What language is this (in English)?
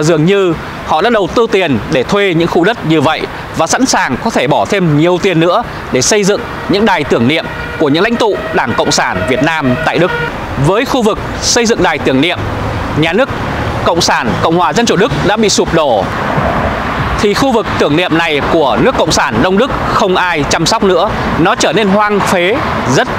Vietnamese